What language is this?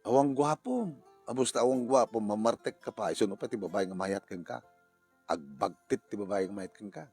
Iloko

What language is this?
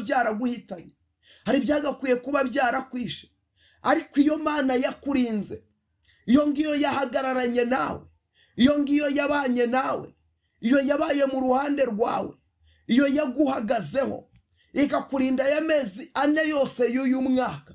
Kinyarwanda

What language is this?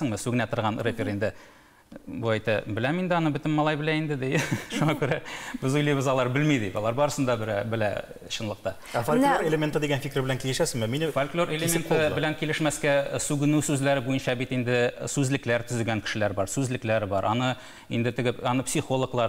Tatar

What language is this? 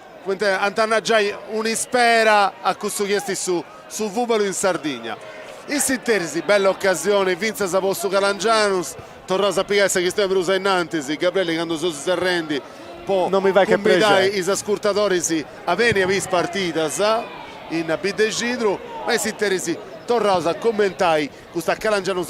Sardinian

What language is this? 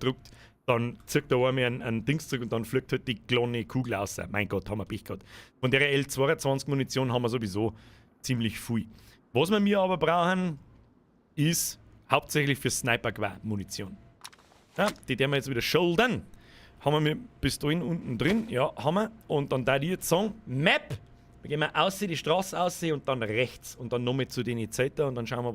Bavarian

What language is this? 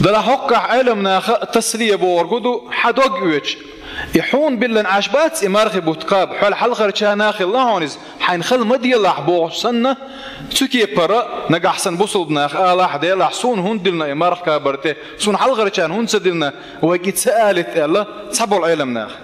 Chechen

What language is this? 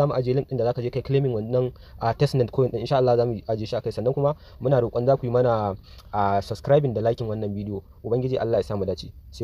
Hausa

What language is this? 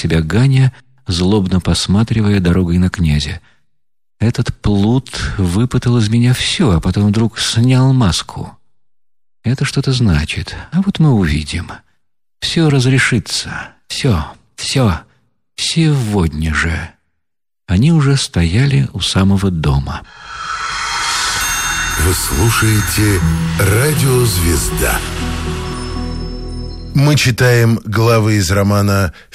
Russian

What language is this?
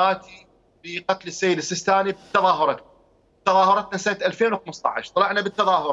Mesopotamian Arabic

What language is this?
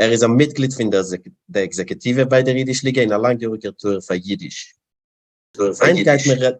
Yiddish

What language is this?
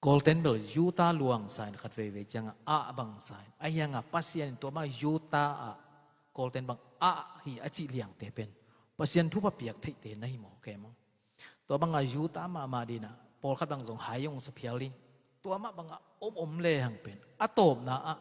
Tedim Chin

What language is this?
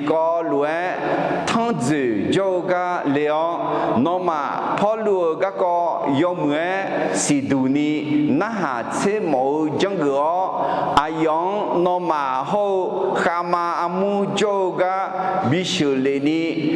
Akha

